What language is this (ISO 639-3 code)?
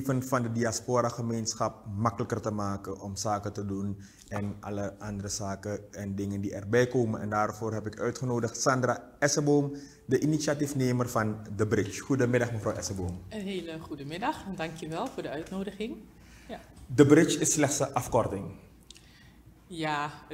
nld